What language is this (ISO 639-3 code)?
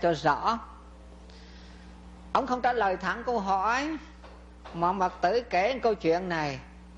vie